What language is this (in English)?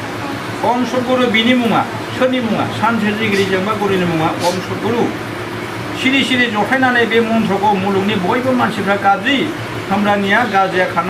Bodo